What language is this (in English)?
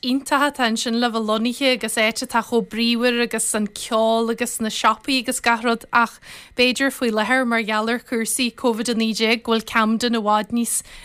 Irish